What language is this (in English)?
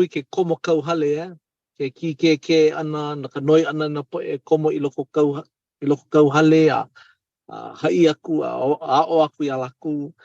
Hawaiian